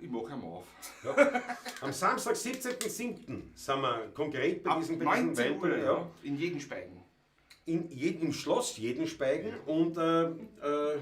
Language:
Bavarian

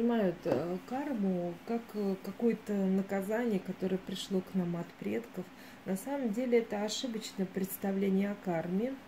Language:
Russian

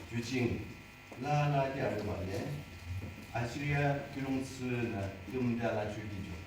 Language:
Yimchungru Naga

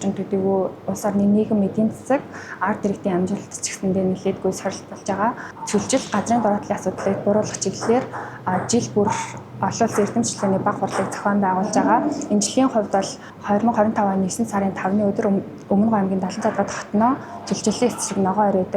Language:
Mongolian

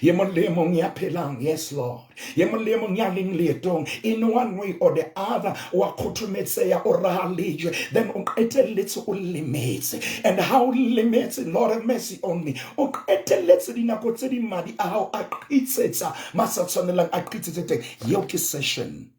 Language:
Southern Sotho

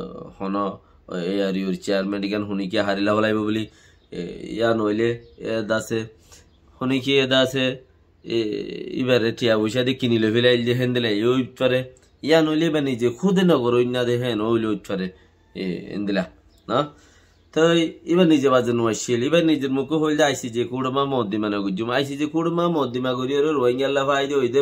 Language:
Rohingya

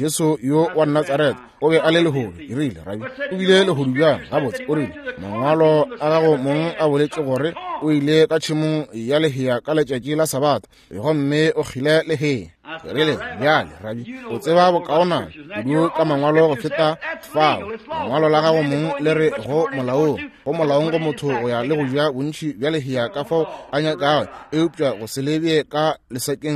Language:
Northern Sotho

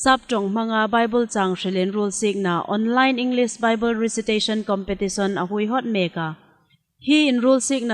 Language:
Hmar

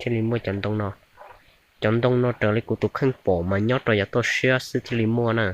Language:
Hmong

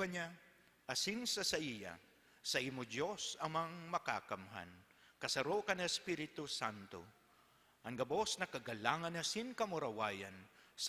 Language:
Bikol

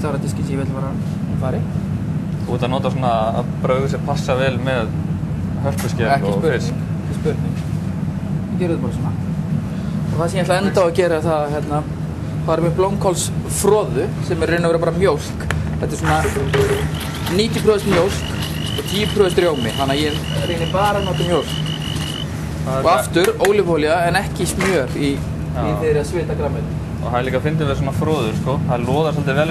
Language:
Icelandic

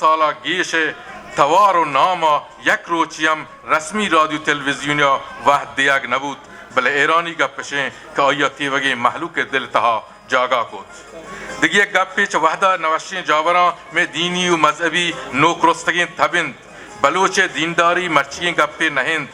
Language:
Eastern Balochi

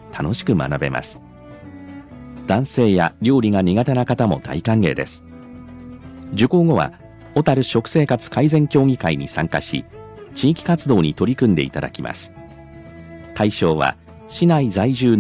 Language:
Japanese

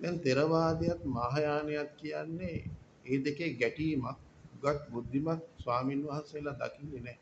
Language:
Sinhala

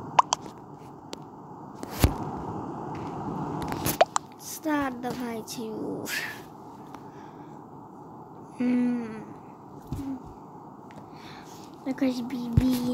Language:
Polish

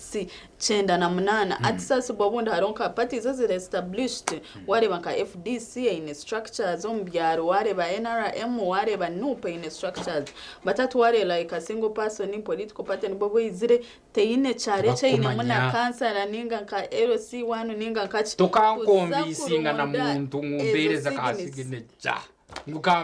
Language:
Nyankole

